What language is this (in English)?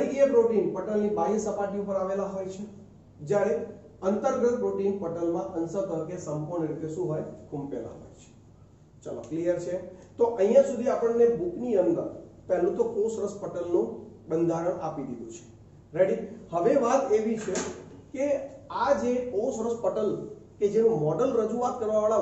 Gujarati